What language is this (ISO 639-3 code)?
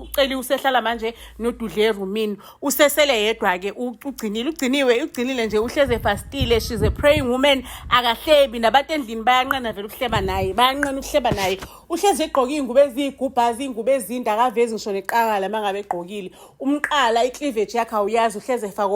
zul